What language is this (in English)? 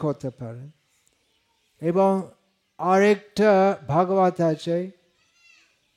Bangla